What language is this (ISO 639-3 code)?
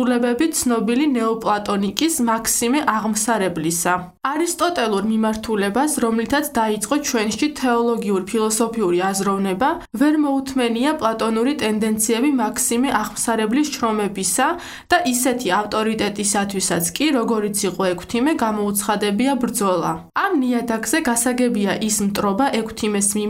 kat